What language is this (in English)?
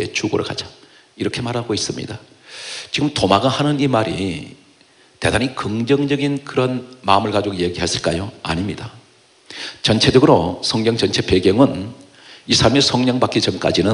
Korean